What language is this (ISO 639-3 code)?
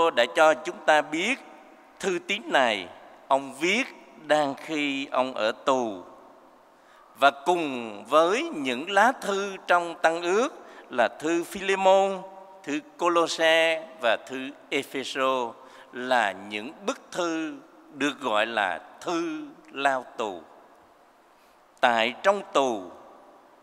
vie